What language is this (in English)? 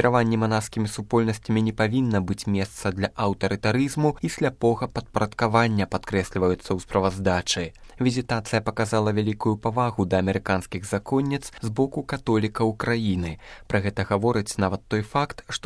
Belarusian